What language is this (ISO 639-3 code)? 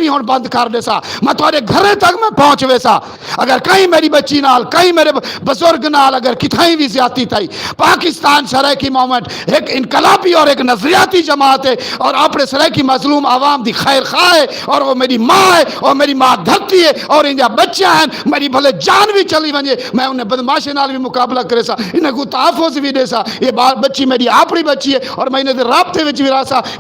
skr